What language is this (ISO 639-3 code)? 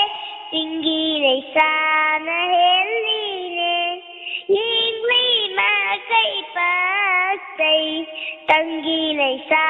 mni